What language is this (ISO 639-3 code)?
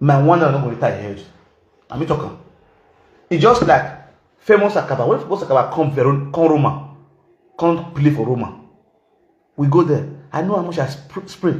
pcm